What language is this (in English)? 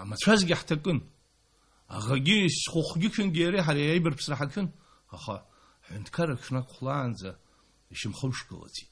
Abkhazian